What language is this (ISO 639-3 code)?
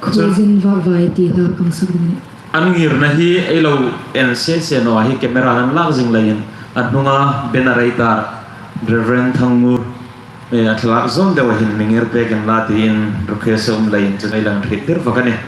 hmr